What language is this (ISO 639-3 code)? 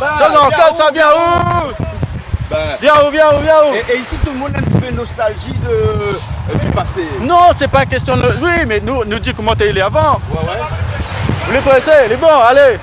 rcf